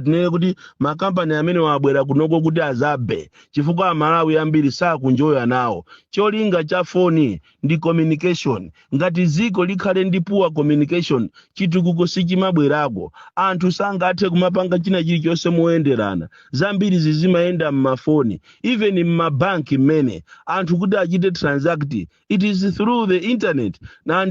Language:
Nyanja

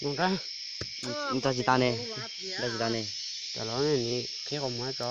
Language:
Hmong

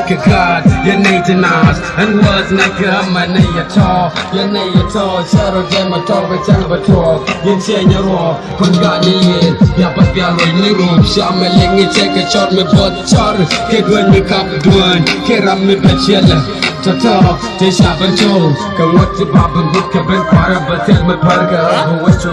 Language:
Nuer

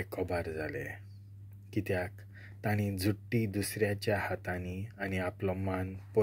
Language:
Konkani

